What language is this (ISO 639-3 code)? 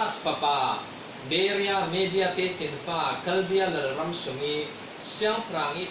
cfm